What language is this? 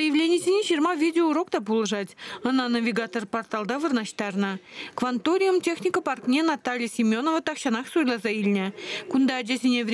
Chuvash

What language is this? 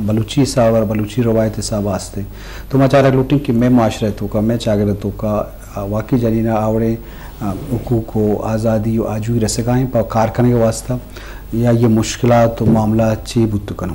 Eastern Balochi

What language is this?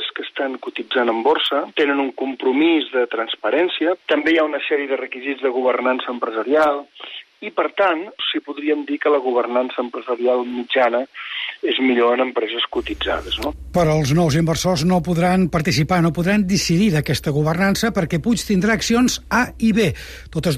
Catalan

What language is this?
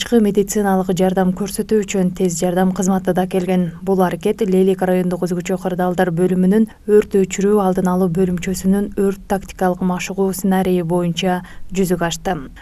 Kyrgyz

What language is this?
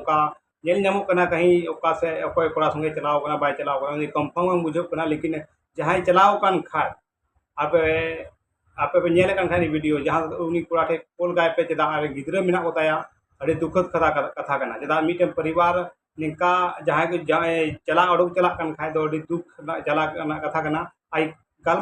Santali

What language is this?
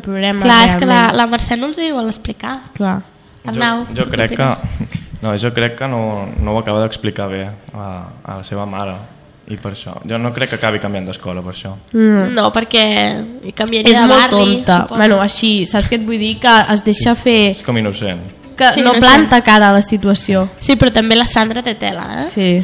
Catalan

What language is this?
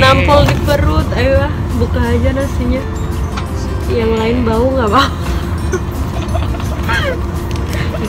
Indonesian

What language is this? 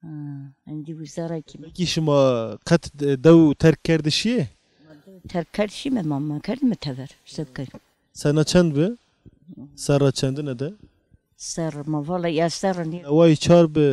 Zaza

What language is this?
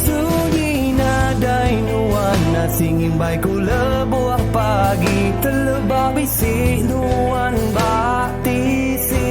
Iban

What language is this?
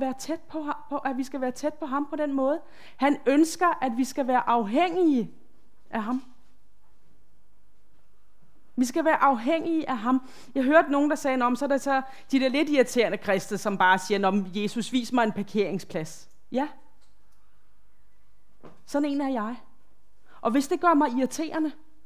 Danish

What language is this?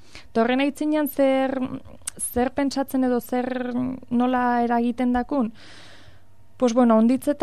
Basque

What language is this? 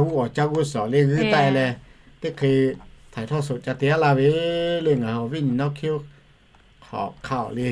Lahu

